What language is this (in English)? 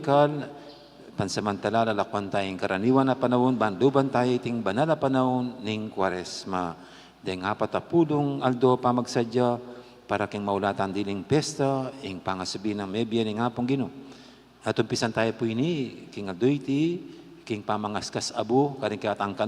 Pampanga